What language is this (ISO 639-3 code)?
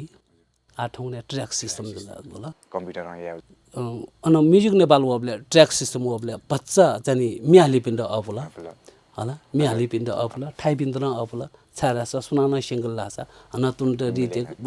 new